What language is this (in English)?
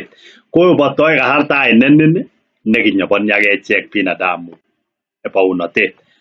Kalenjin